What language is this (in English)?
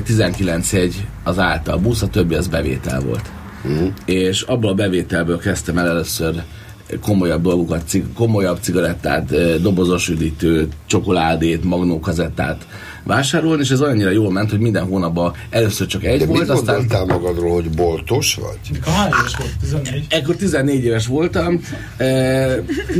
Hungarian